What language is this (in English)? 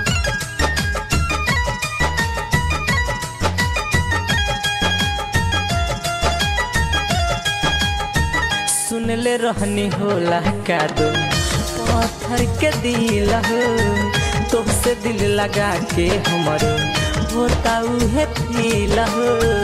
Bhojpuri